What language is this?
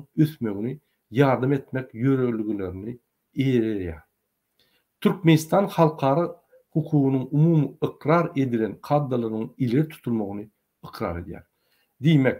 Turkmen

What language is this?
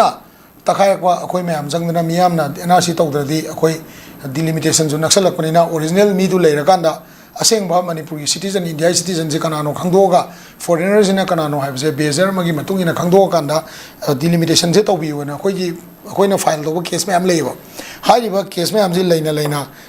Manipuri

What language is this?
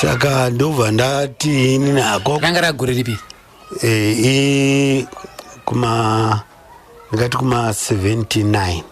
Shona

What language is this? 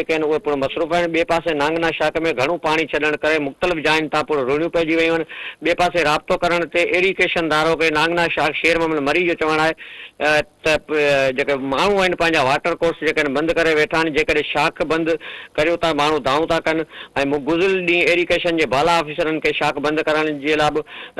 Sindhi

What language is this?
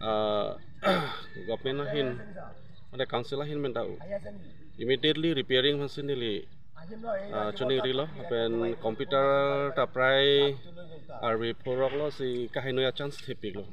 Karbi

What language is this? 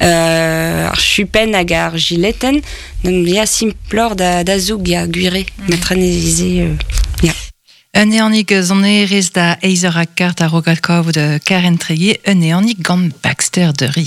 Breton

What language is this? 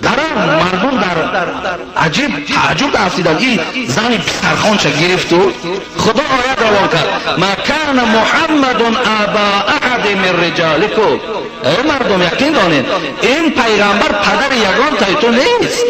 Tajik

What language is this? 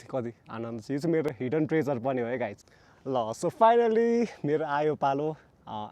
Nepali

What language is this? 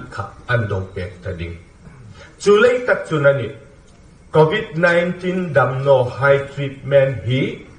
Hmar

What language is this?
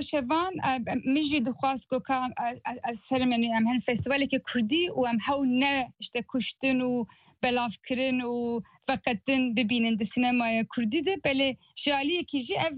Kurdish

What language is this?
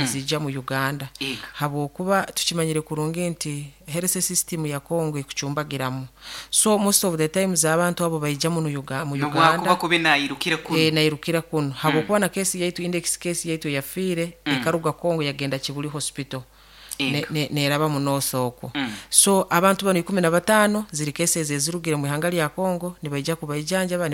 Nyoro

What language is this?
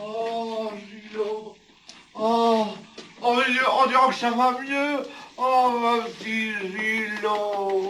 Picard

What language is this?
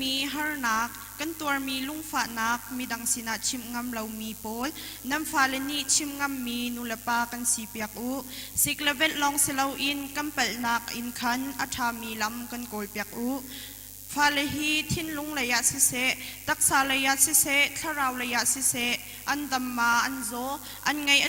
Hakha Chin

